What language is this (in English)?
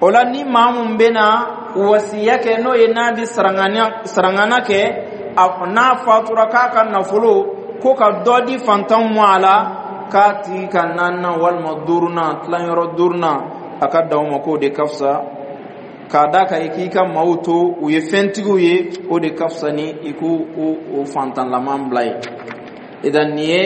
Dyula